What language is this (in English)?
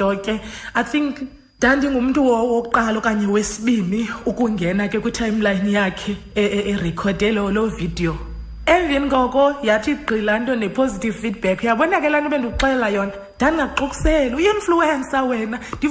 Xhosa